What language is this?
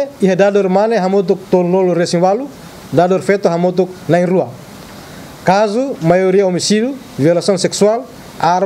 Tetum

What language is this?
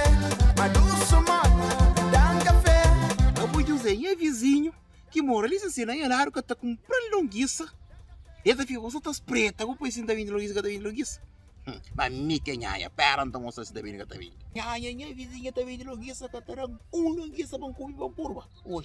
Kabuverdianu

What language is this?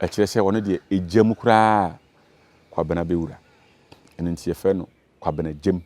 Akan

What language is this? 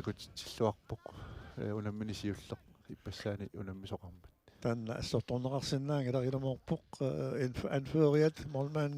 Kalaallisut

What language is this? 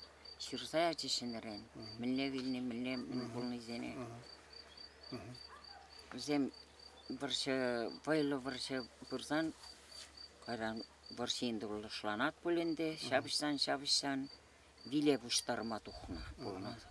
Chuvash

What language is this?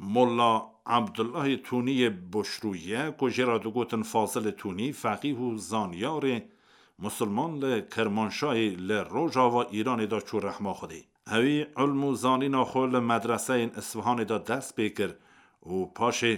Kurdish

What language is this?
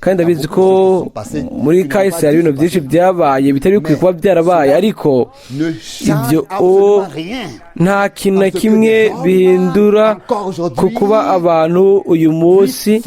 Rundi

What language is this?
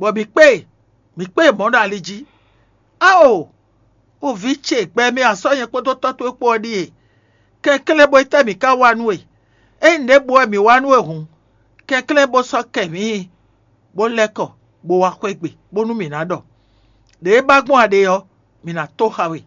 Fon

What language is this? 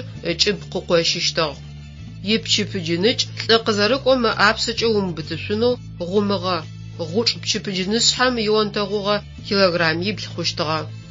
Adyghe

